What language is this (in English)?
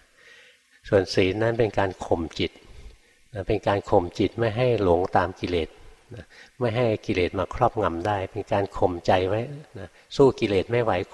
Thai